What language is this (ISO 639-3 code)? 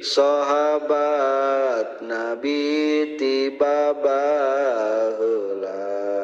sun